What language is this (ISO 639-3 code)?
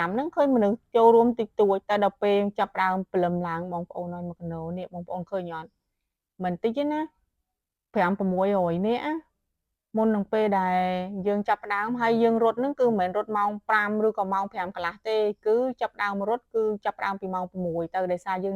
khm